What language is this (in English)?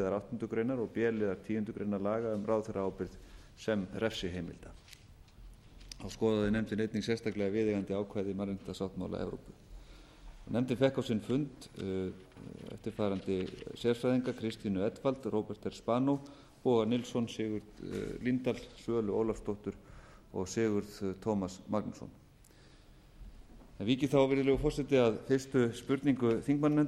Icelandic